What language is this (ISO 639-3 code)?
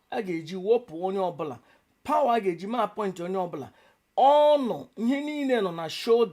ibo